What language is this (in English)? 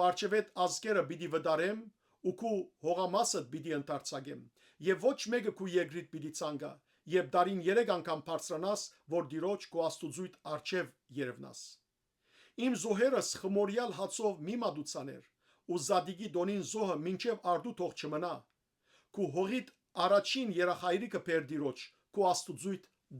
Western Armenian